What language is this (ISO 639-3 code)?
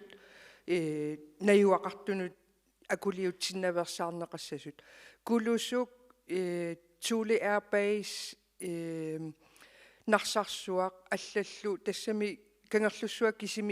kal